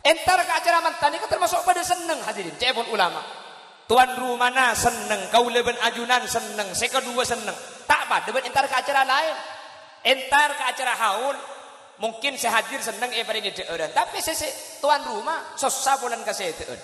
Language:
Madurese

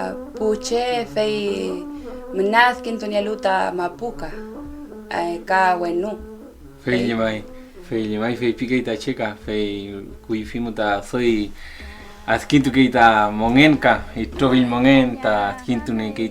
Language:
Mapuche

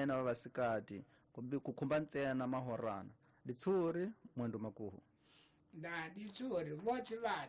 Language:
Tsonga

